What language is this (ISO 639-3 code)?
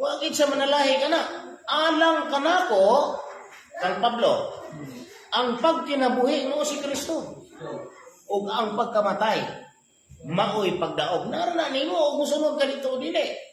ceb